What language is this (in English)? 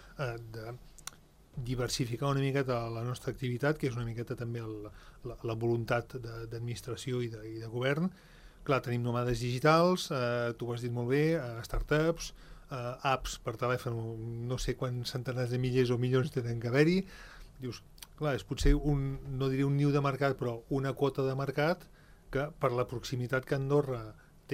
Catalan